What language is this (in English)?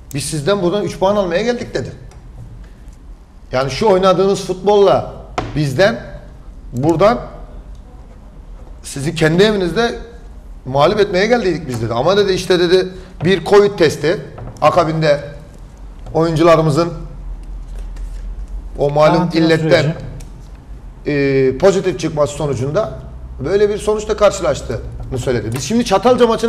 Turkish